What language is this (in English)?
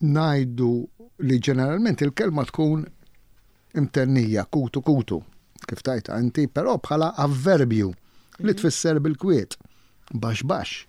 Maltese